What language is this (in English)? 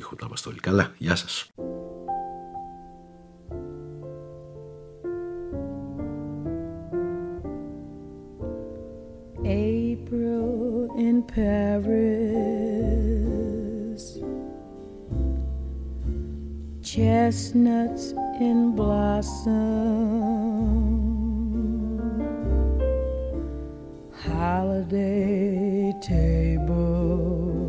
Greek